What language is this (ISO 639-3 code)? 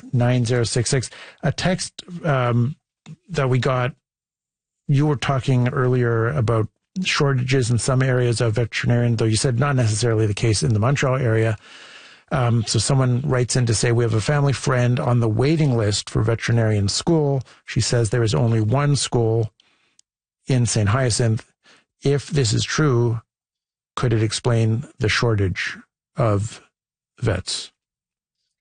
eng